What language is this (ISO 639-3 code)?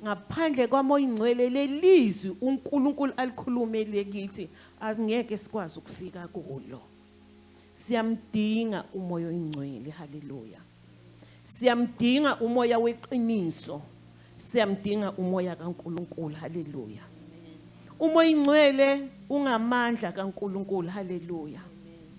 zul